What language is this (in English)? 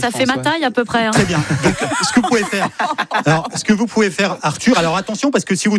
French